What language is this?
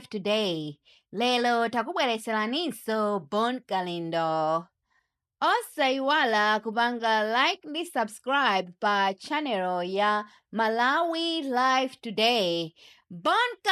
Nyanja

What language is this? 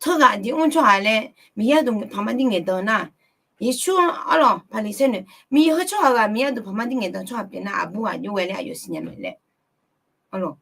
Akha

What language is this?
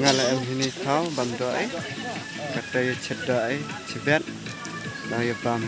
Khasi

